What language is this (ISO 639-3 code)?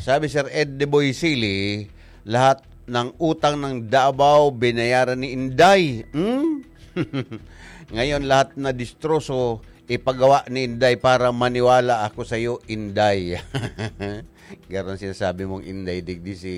bik